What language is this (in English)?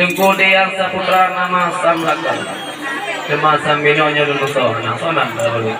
Achinese